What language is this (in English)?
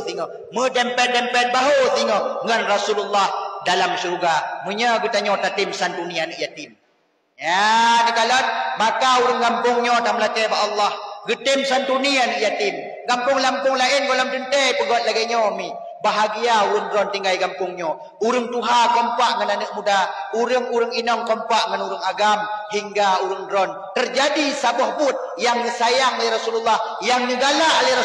Achinese